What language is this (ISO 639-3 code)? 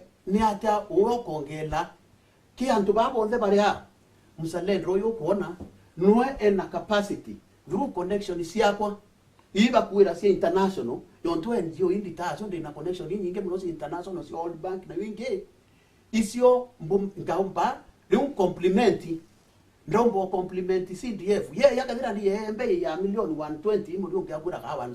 mer